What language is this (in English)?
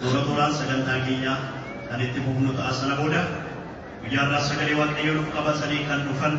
Oromo